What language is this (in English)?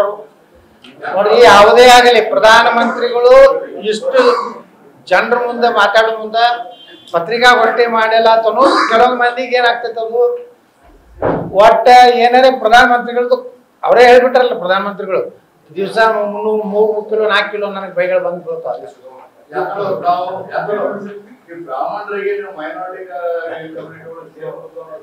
Kannada